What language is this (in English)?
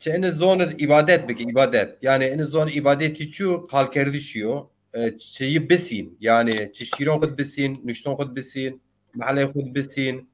Zaza